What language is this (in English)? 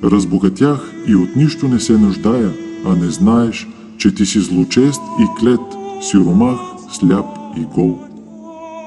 Bulgarian